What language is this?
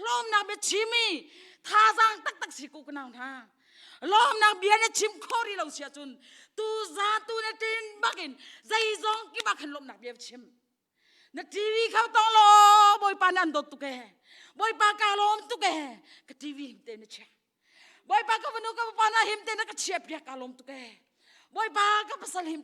Hakha Chin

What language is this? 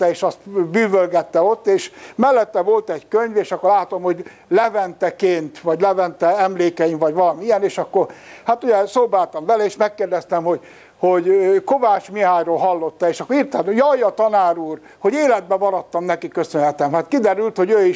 Hungarian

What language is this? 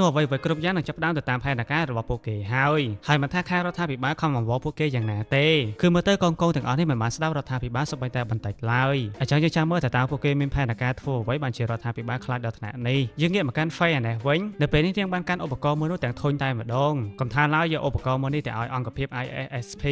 Khmer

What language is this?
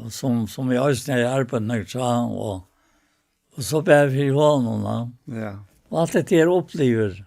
Faroese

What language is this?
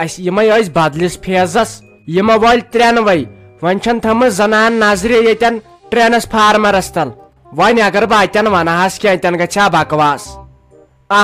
Kashmiri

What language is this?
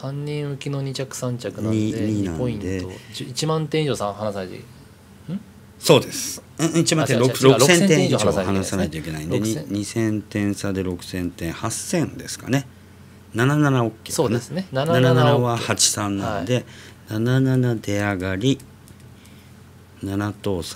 Japanese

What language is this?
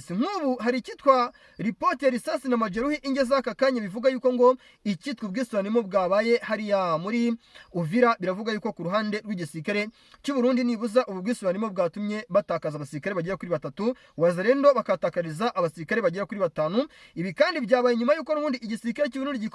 Kinyarwanda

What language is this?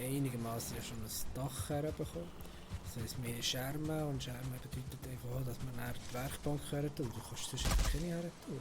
Swiss German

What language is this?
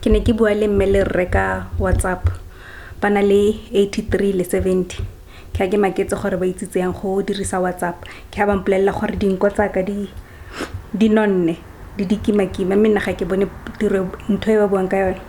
Tswana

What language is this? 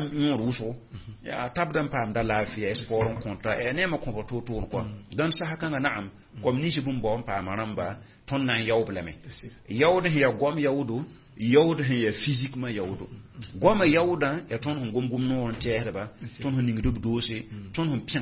Mossi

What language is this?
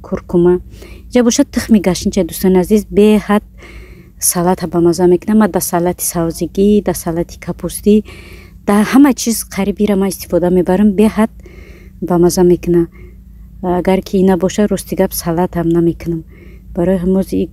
Tajik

